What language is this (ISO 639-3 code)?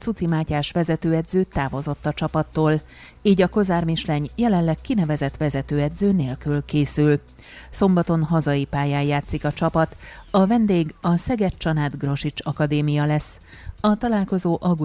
hun